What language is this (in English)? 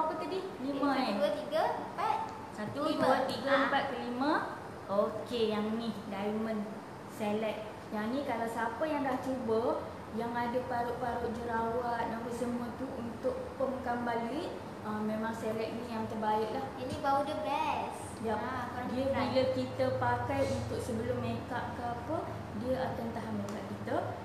Malay